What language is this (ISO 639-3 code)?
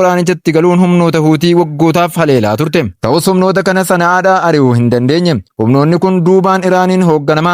orm